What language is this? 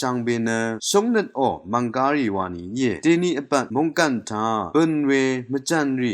Rawang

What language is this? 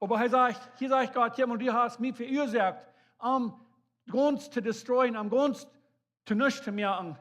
Plautdietsch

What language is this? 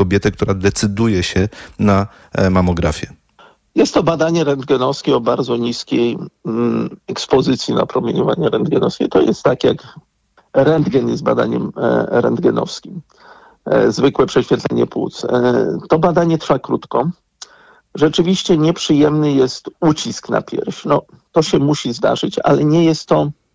Polish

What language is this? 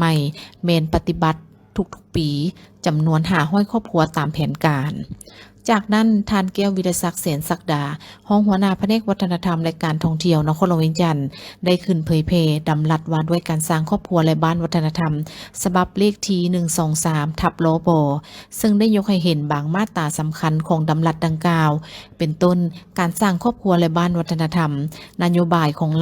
Lao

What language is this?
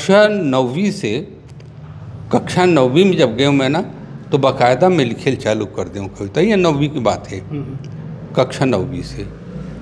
Chhattisgarhi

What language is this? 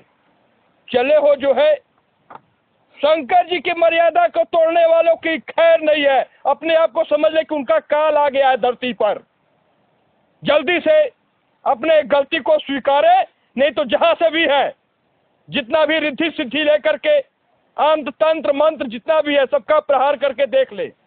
Hindi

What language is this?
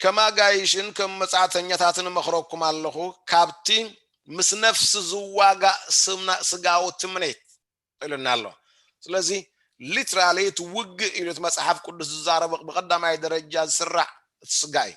Tigrinya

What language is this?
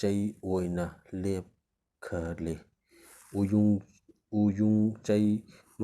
Manipuri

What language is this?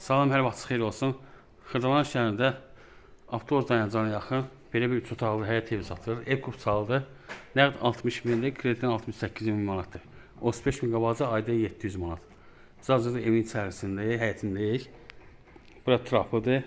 Azerbaijani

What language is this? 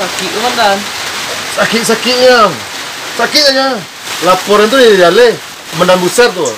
Minangkabau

